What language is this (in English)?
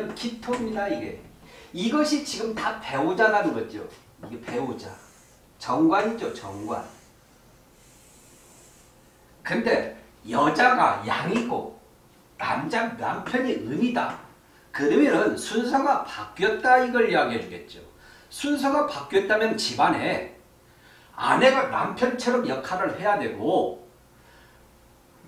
Korean